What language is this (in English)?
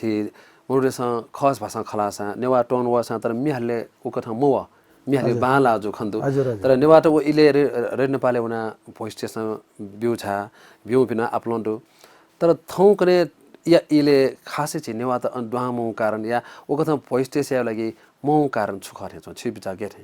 Newari